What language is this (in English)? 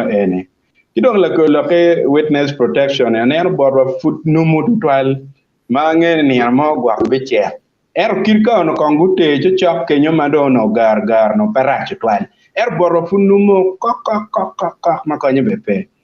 Acoli